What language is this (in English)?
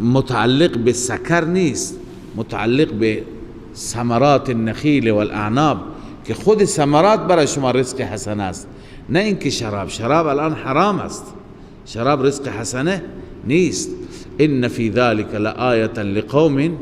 Persian